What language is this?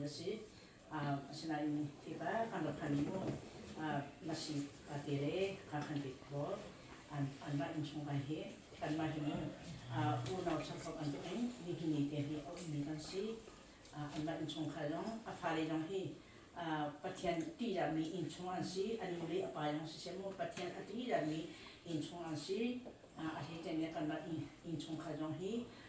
Hakha Chin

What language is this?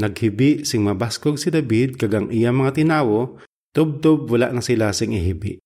Hiligaynon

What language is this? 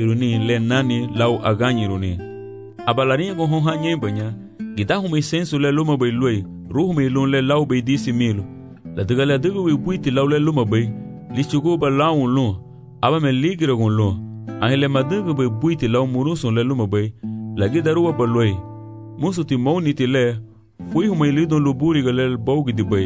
Garifuna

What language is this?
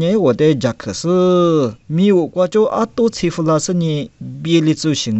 Lisu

